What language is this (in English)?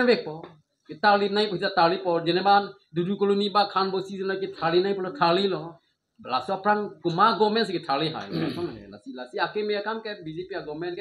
Karbi